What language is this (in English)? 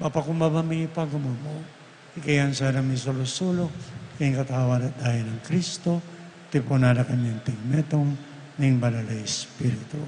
Pampanga